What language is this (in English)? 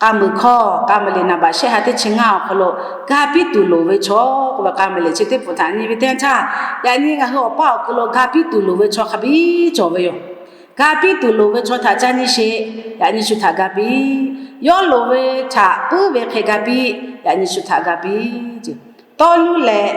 Lahu